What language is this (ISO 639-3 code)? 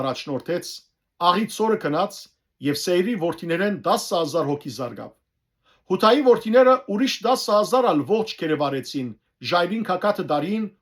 hyw